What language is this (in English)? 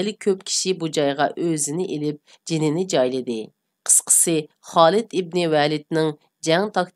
Uyghur